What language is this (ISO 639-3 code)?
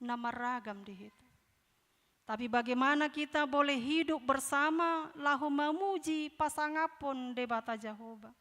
bbc